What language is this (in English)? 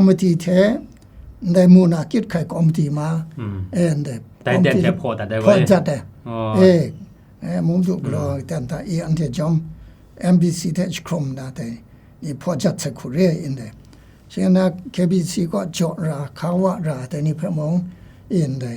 Kachin